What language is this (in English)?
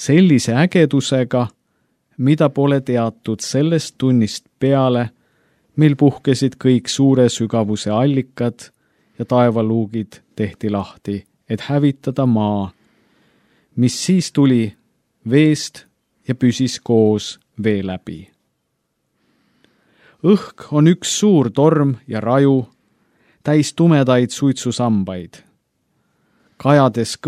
Estonian